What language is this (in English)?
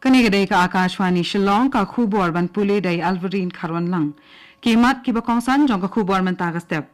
Khasi